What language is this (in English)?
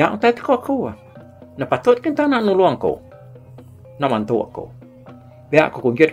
Iban